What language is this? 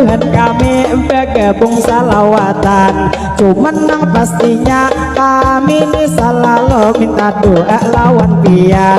Banjar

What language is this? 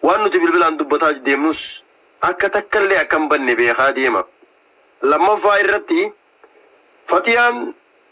Oromo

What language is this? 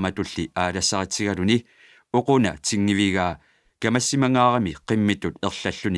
Kalaallisut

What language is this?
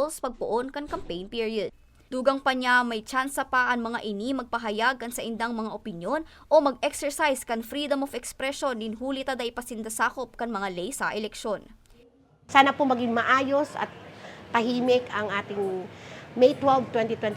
Bikol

